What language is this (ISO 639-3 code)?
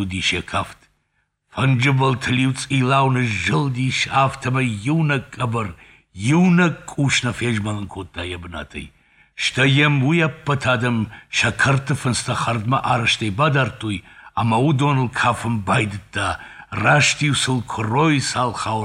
oss